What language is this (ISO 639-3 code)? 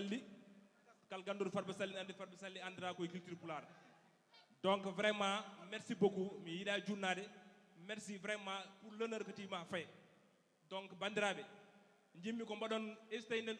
ful